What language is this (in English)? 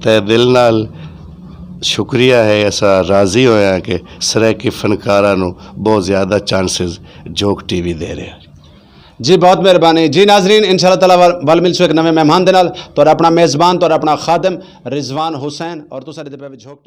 Saraiki